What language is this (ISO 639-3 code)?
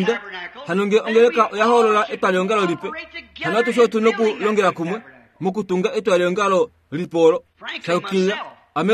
kua